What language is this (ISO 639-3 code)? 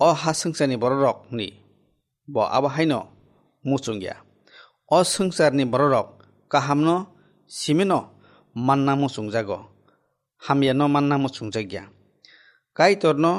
trp